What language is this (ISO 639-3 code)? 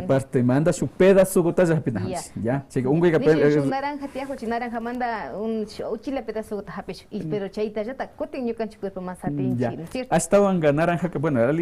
que